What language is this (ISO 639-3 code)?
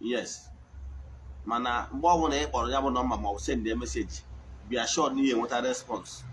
ibo